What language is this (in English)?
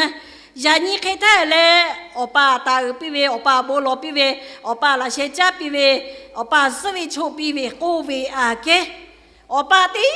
Lahu